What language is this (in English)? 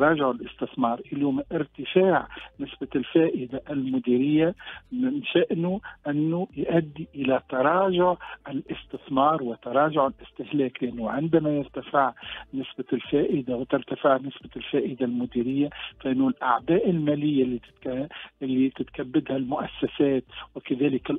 Tunisian Arabic